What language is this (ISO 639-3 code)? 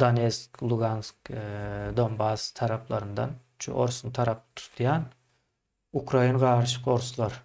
tuk